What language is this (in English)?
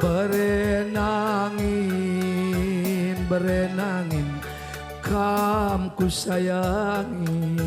Batak Karo